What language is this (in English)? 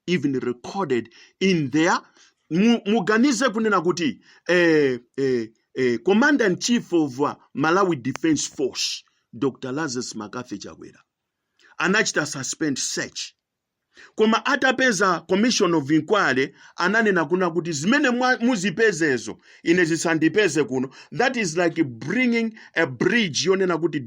Nyanja